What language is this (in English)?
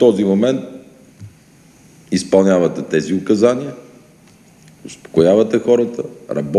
Bulgarian